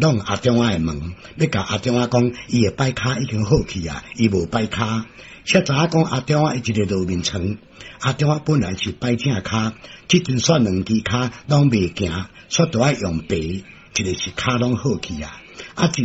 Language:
Min Nan Chinese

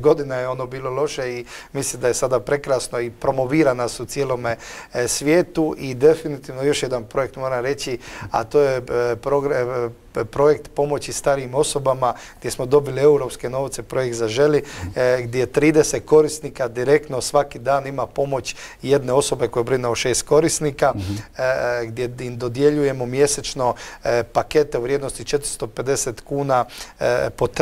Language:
Croatian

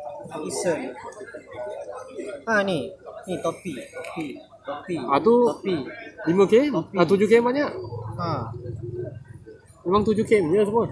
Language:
Malay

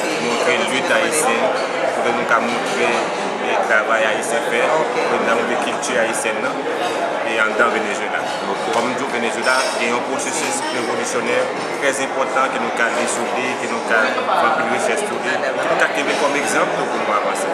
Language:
Haitian Creole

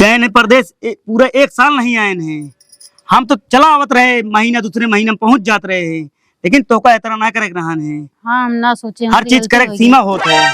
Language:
Awadhi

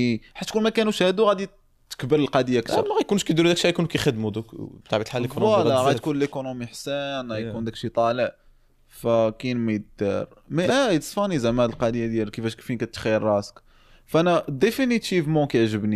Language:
Moroccan Arabic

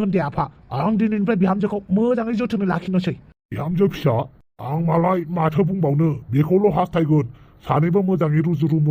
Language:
Bodo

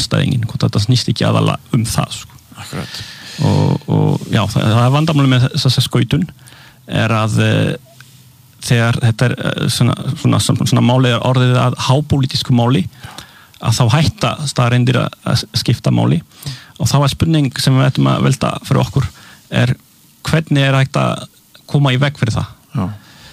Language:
Icelandic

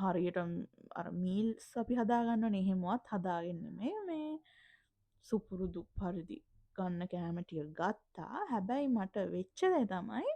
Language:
Sinhala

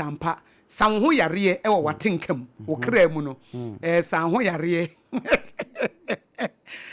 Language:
Akan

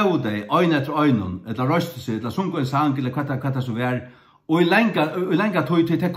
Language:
Faroese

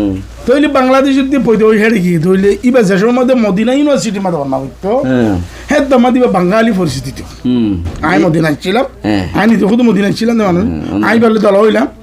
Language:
Rohingya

